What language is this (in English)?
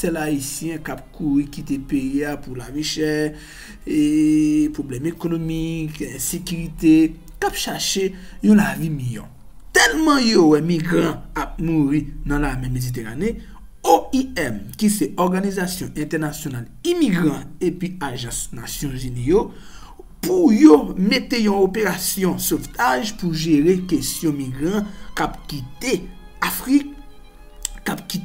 Haitian Creole